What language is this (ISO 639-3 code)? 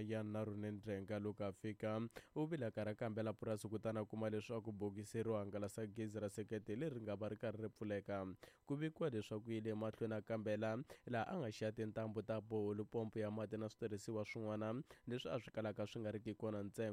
tso